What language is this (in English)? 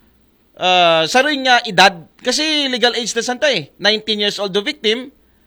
Aklanon